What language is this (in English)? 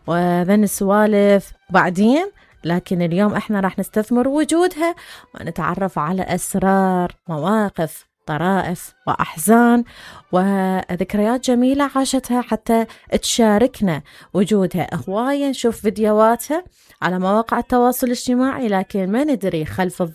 Mesopotamian Arabic